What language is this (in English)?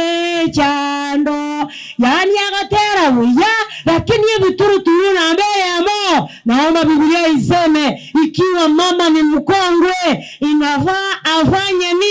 Gusii